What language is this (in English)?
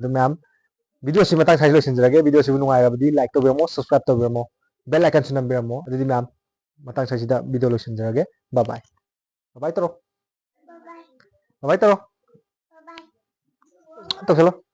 Manipuri